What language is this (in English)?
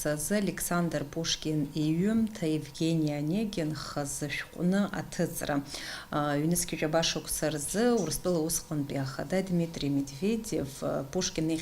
Abkhazian